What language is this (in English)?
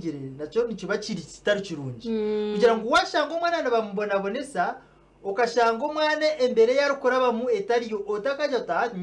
Nyankole